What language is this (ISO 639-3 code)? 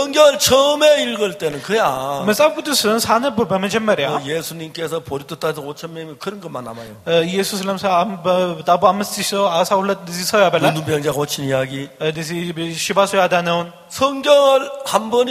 kor